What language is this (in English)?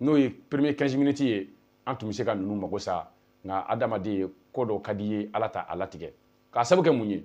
Bambara